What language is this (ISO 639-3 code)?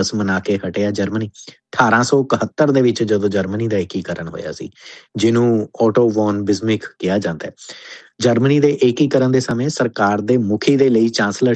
pan